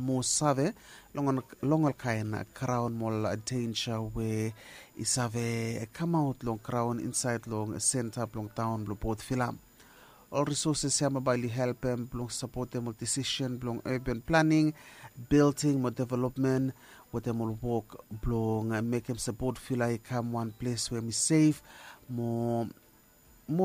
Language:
Bislama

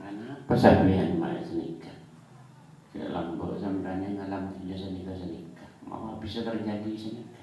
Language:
Madurese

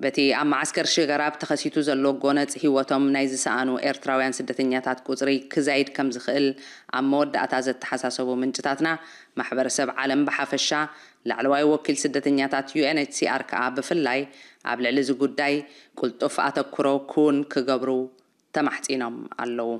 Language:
Tigrinya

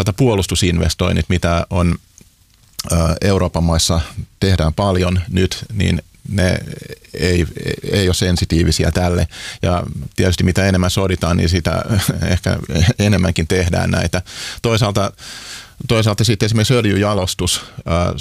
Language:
Finnish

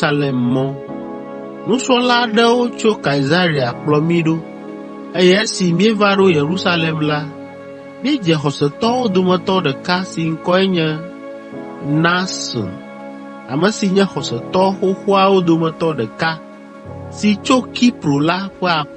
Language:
Ewe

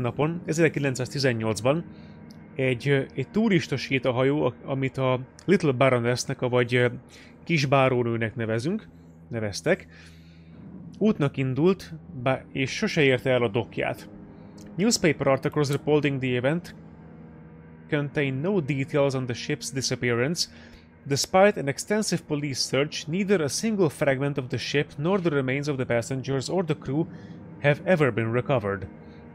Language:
Hungarian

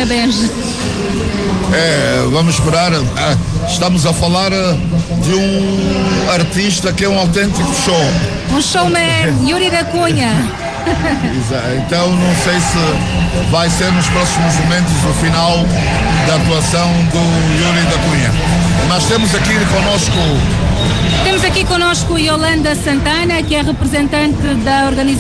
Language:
Portuguese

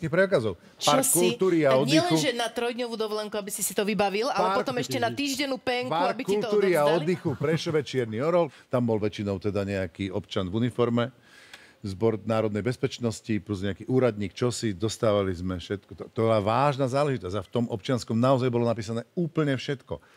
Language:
Slovak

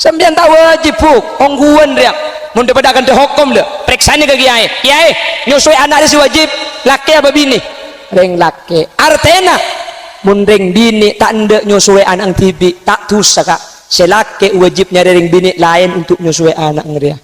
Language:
Madurese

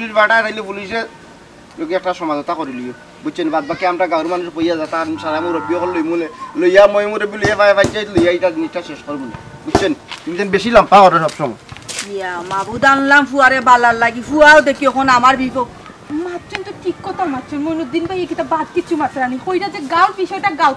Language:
Sylheti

